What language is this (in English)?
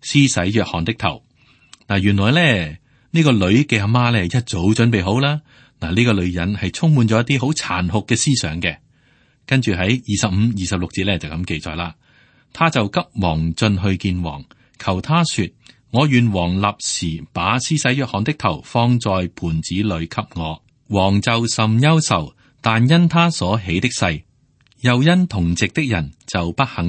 Cantonese